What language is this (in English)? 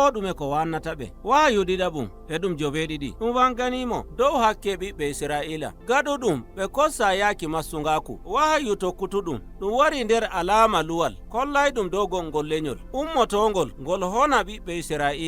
Nigerian Fulfulde